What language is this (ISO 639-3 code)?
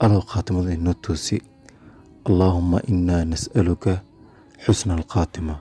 som